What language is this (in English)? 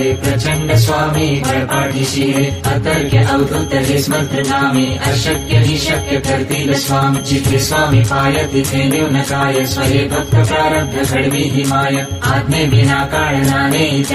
Marathi